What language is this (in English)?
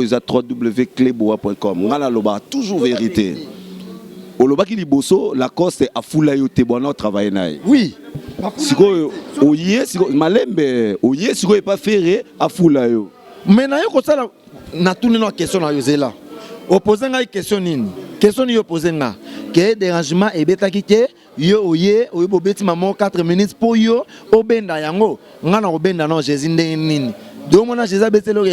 Lingala